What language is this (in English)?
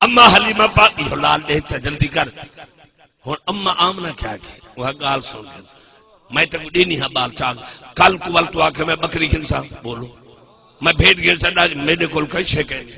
Saraiki